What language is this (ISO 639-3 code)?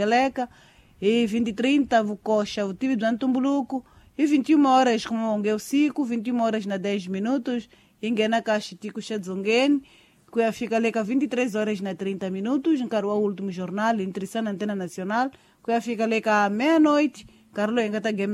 tso